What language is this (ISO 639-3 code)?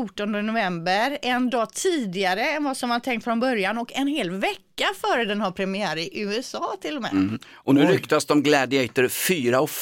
swe